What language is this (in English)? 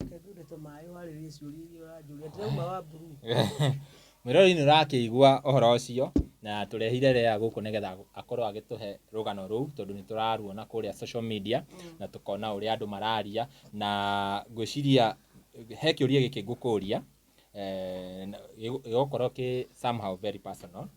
Kikuyu